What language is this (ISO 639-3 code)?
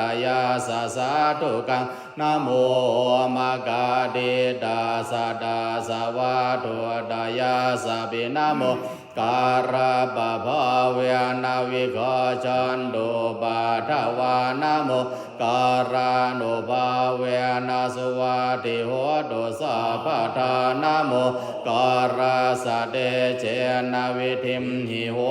pli